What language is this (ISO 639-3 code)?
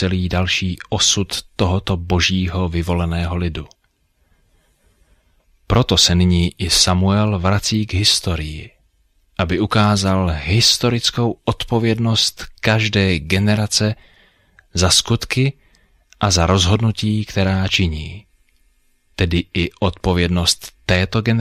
ces